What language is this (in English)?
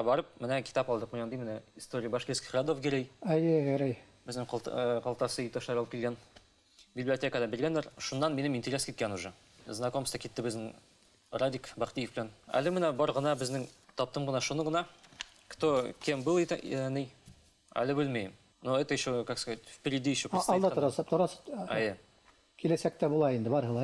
Bashkir